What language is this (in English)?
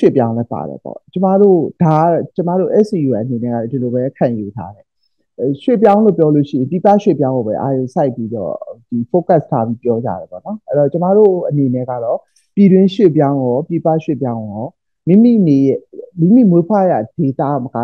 Burmese